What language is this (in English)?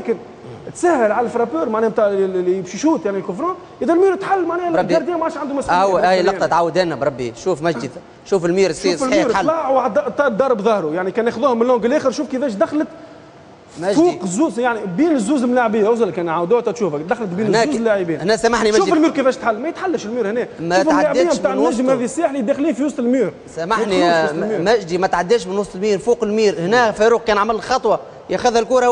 Tunisian Arabic